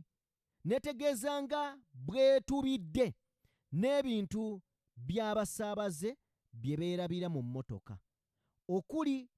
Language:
Ganda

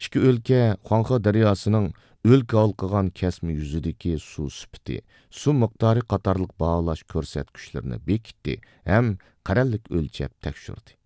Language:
Uyghur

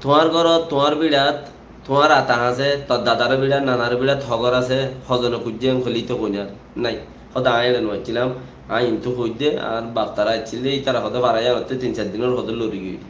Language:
Rohingya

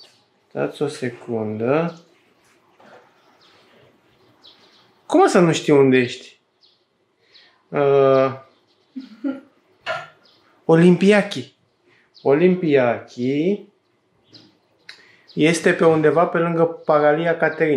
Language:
Romanian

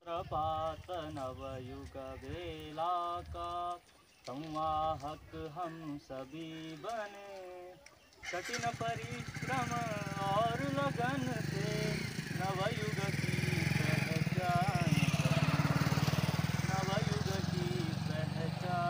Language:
Konkani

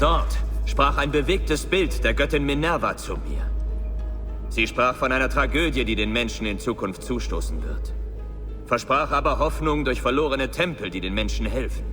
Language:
Bavarian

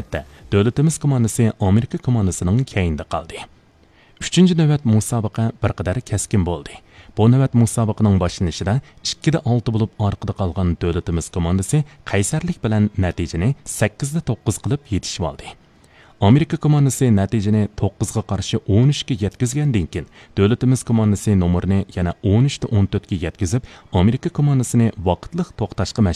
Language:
Uyghur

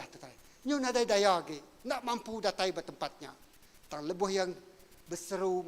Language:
Iban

